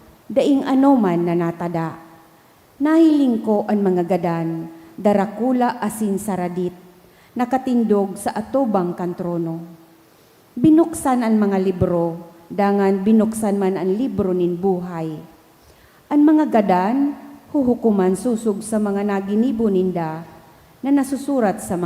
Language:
Bikol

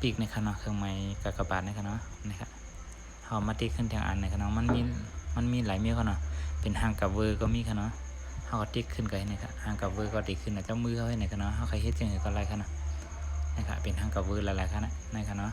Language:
Shan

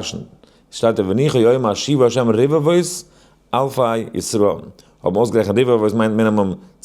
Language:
Yiddish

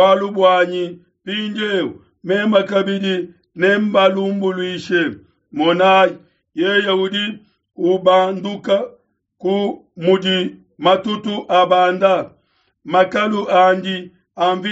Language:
Luba-Lulua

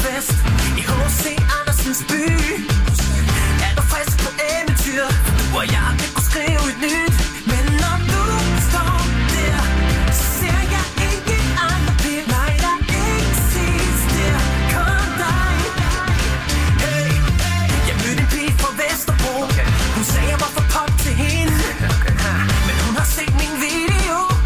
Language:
Danish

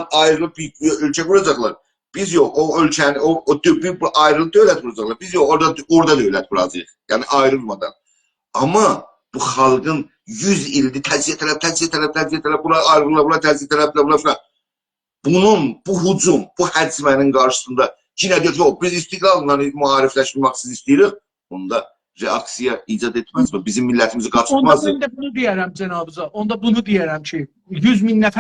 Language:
South Azerbaijani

